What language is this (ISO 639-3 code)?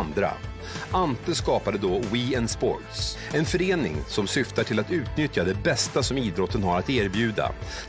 swe